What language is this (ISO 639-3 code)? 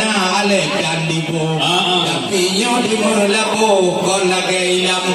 ace